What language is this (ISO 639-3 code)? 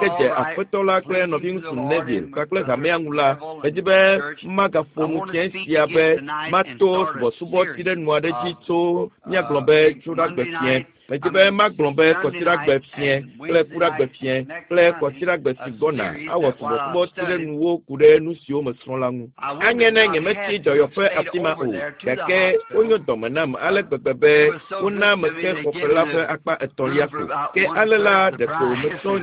ewe